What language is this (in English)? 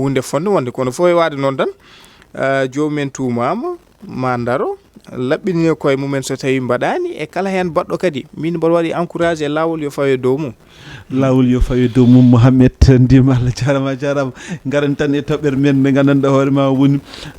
Fula